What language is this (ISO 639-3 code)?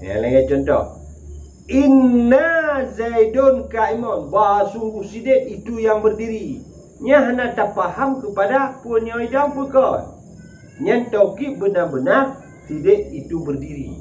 ace